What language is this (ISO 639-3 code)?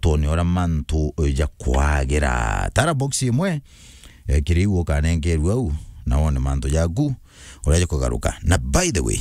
mer